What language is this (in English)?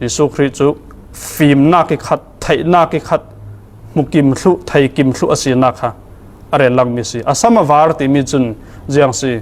Falam Chin